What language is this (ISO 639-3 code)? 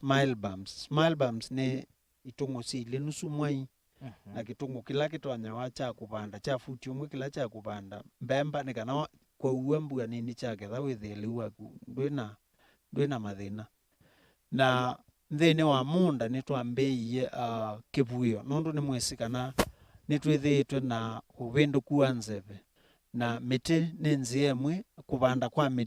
kam